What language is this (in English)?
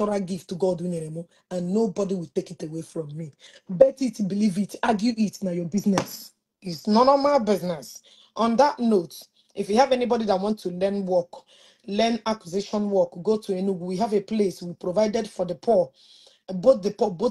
Igbo